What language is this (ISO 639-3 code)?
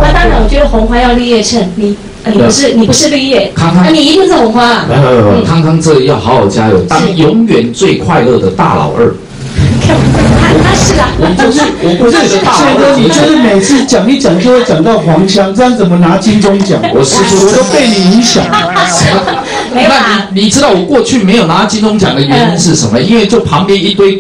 zho